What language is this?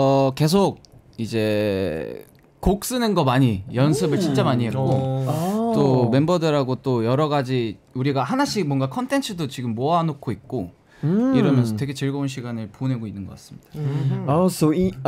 Korean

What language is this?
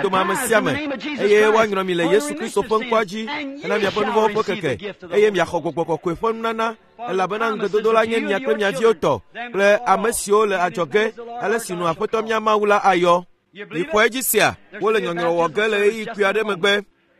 Ewe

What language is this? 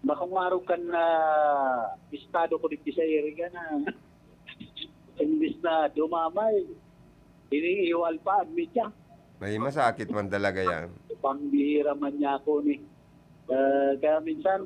Bikol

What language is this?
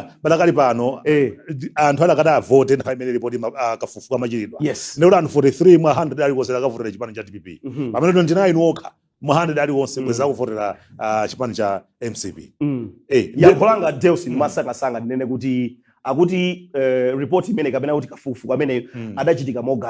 Nyanja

